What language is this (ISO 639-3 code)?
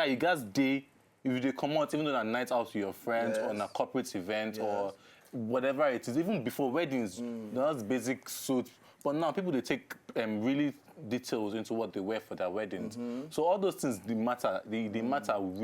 pcm